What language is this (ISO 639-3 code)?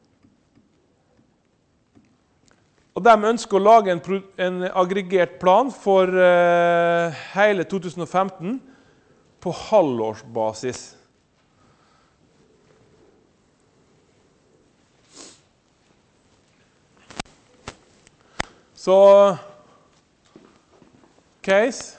nor